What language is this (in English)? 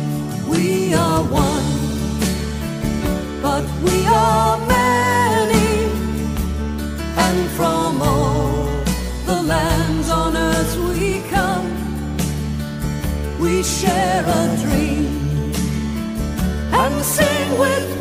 English